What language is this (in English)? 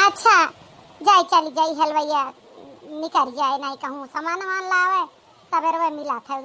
Awadhi